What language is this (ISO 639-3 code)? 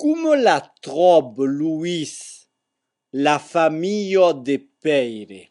oci